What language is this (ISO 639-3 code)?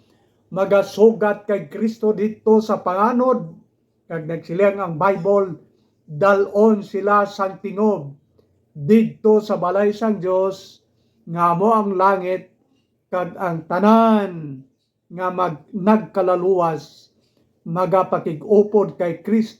hil